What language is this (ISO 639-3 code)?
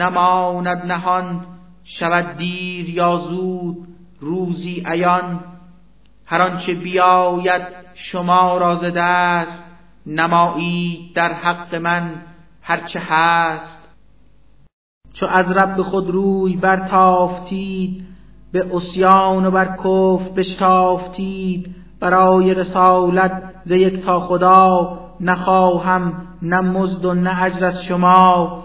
fas